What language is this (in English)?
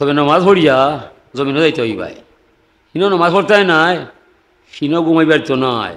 Sylheti